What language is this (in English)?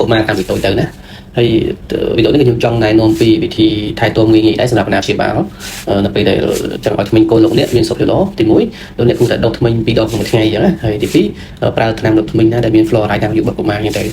Khmer